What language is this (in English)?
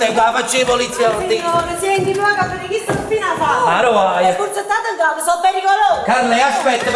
Neapolitan